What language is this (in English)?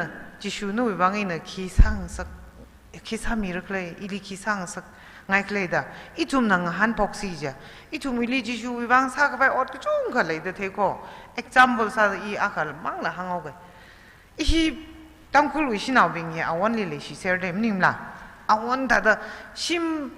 Tangkhul Naga (India)